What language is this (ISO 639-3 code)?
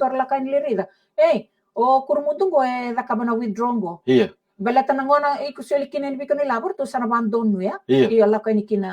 fij